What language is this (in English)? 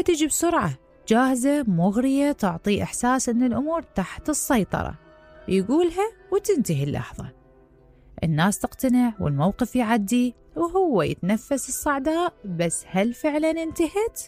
Mesopotamian Arabic